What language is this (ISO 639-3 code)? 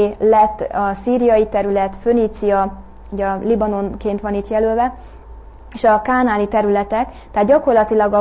hun